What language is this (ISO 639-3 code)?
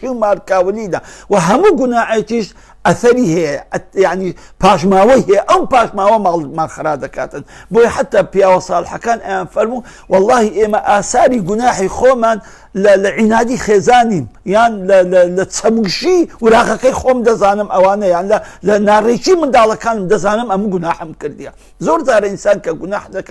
ckb